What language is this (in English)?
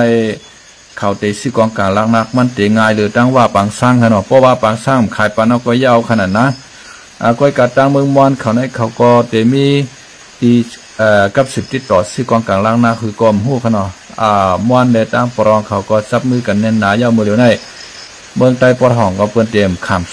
Shan